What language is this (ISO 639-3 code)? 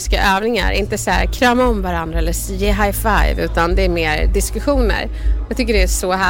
swe